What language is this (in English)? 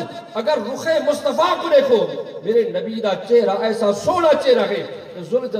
Western Panjabi